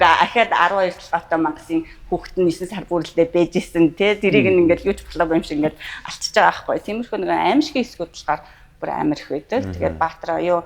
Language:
Mongolian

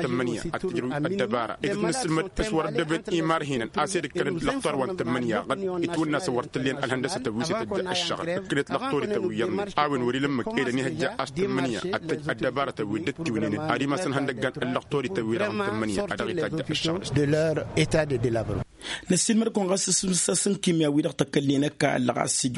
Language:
Tamasheq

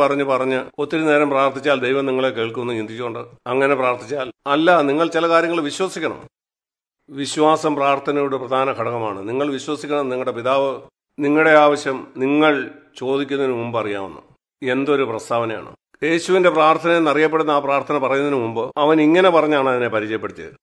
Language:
Malayalam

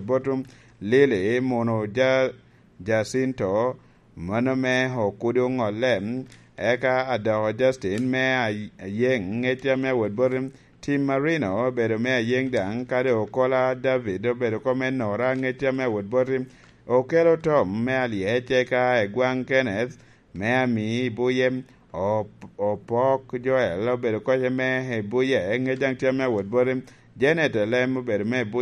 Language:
Lango (Uganda)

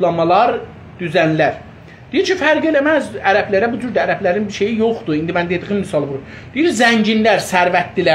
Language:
South Azerbaijani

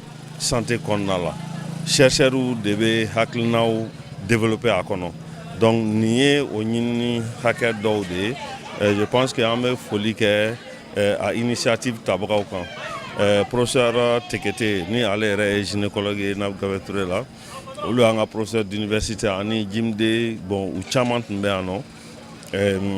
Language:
Bambara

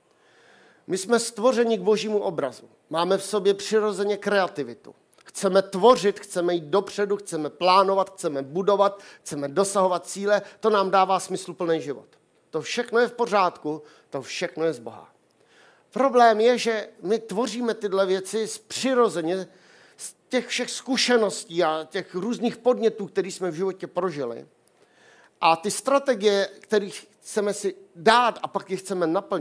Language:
Czech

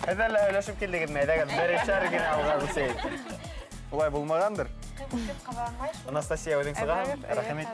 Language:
Bashkir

